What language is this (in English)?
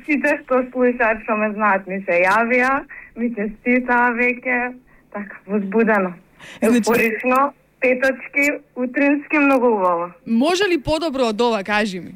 Macedonian